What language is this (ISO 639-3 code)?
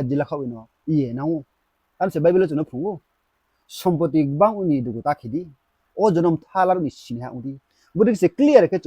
ria